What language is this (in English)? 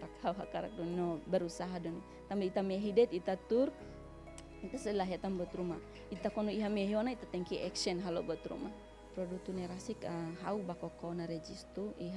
Tetum